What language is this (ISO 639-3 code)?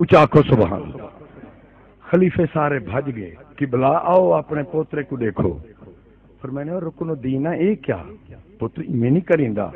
skr